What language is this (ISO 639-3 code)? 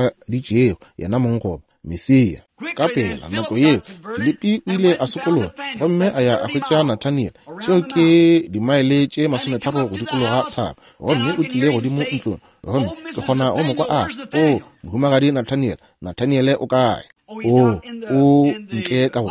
nso